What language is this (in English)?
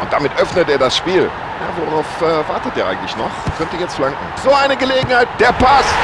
Bavarian